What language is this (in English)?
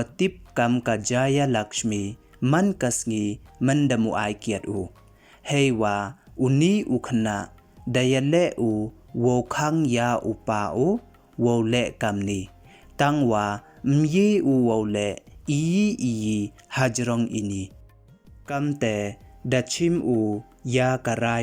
Pnar